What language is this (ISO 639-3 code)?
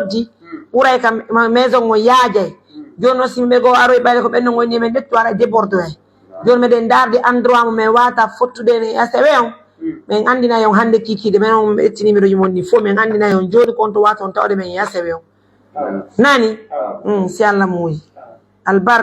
fuf